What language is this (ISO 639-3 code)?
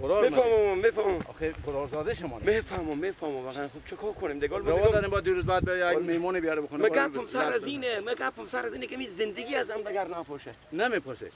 fas